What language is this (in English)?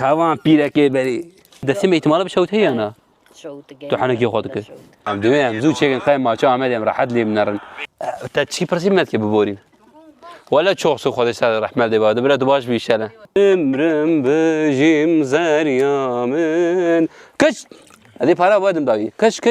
Kurdish